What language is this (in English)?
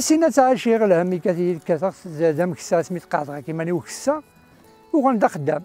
Kabyle